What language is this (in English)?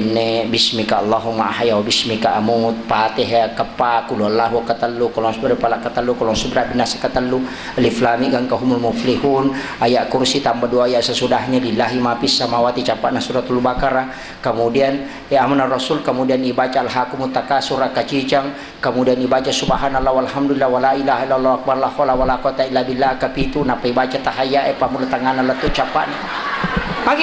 Buginese